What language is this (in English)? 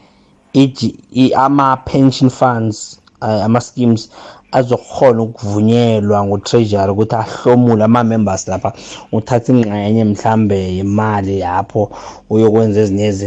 South Ndebele